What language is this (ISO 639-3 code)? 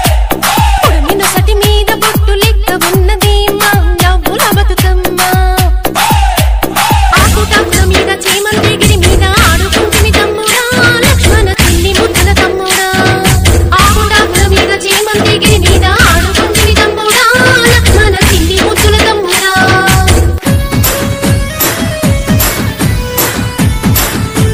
tel